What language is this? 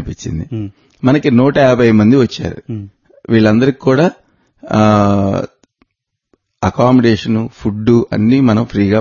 Telugu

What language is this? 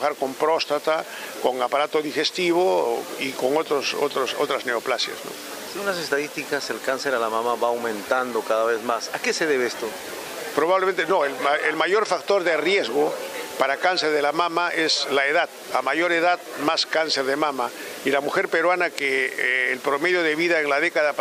Spanish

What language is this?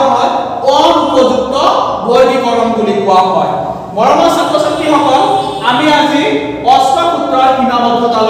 Assamese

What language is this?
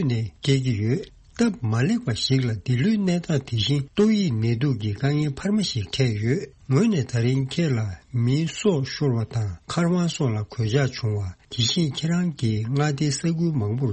Tibetan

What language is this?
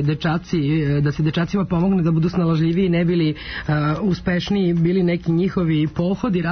Serbian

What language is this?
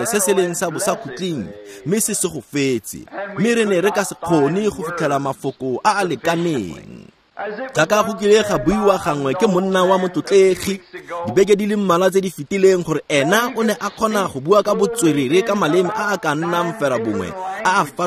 Tswana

